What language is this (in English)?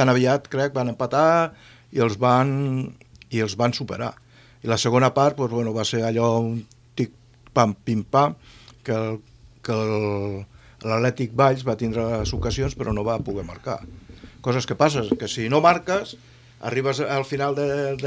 Catalan